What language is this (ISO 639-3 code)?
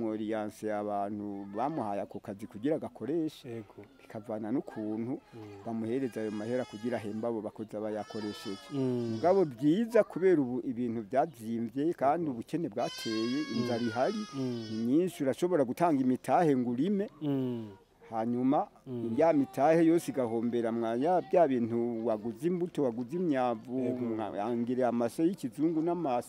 run